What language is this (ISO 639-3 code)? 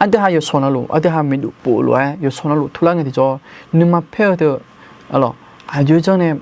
ahk